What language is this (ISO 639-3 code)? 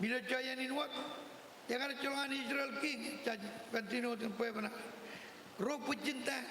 mah